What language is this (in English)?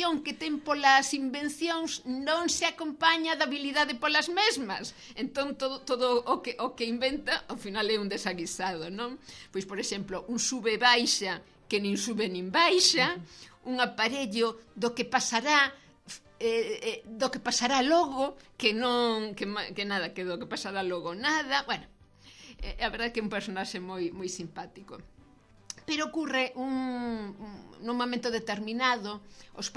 Galician